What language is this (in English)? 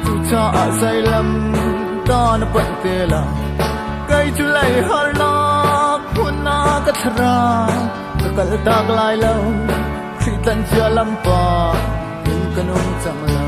Hakha Chin